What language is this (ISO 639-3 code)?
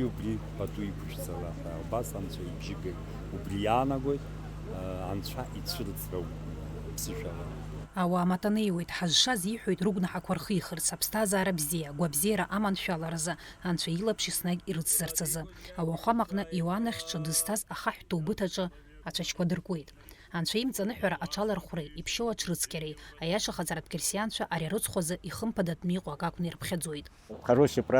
abk